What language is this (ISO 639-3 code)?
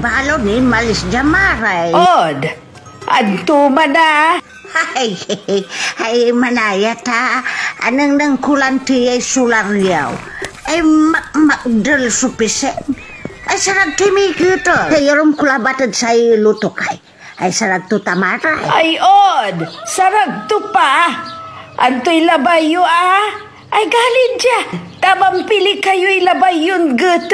pag